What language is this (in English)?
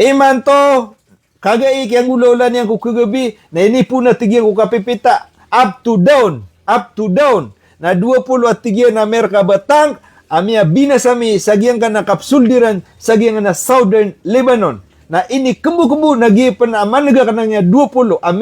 Maranao